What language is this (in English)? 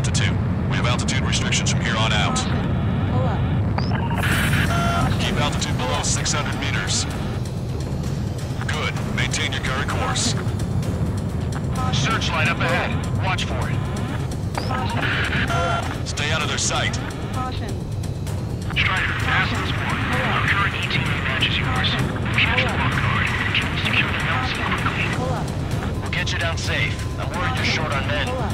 English